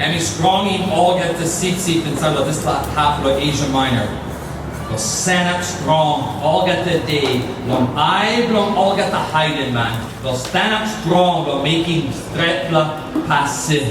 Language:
Tok Pisin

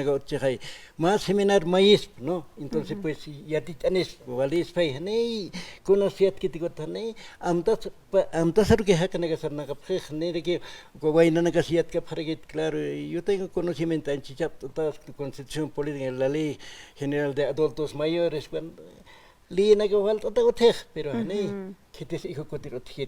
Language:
Aymara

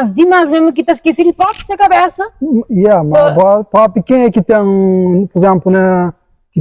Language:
Kabuverdianu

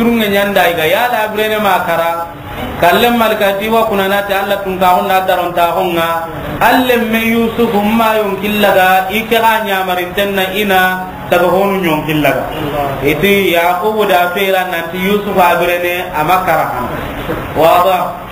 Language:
Soninke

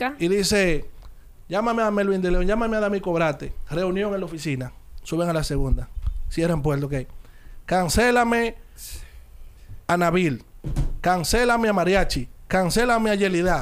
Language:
Spanish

